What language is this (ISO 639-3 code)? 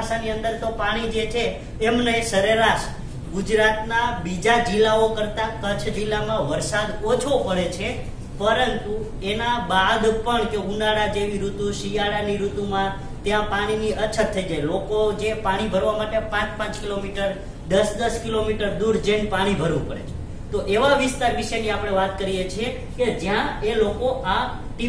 guj